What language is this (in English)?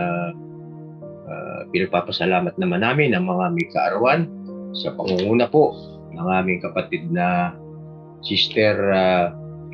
Filipino